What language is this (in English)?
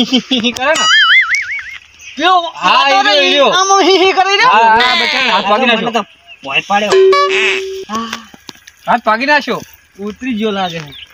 Gujarati